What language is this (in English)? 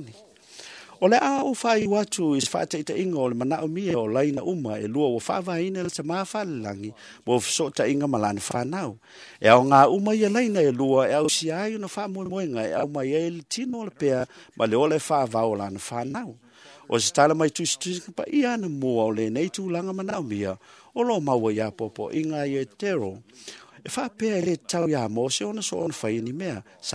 Samoan